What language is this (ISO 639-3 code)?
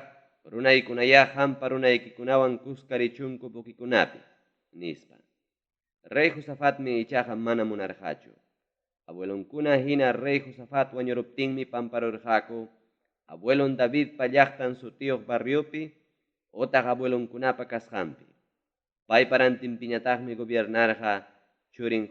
quy